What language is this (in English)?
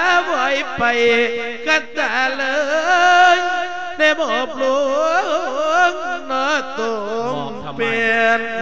Thai